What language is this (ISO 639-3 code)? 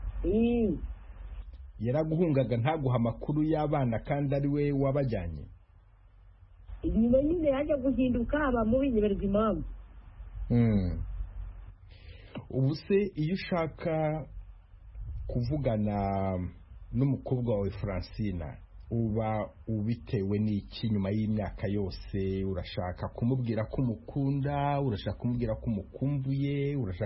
kin